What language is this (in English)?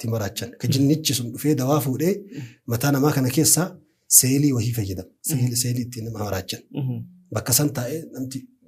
Oromo